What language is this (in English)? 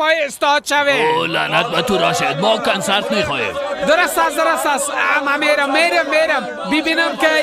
Persian